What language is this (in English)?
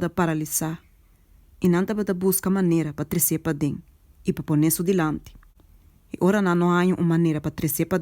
Papiamento